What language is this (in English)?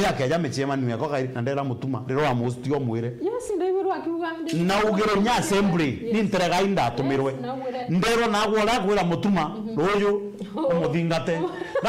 Meru